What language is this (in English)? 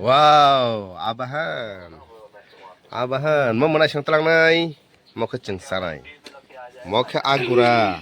Kok Borok